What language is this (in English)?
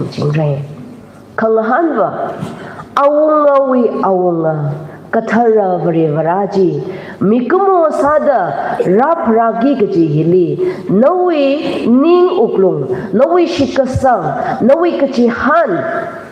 Tangkhul Naga (India)